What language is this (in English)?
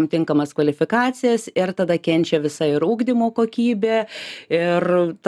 Lithuanian